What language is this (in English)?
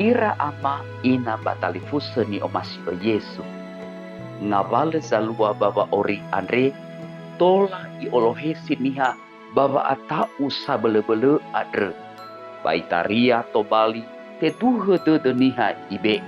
Nias